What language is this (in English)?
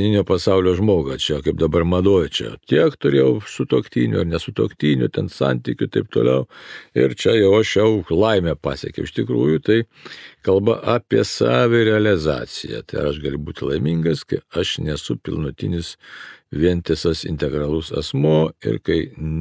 Lithuanian